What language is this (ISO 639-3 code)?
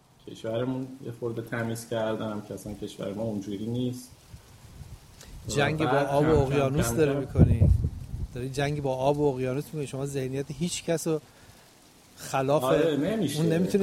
fas